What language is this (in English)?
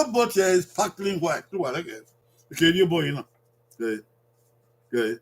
Bini